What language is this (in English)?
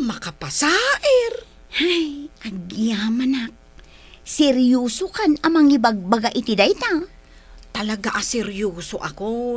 Iloko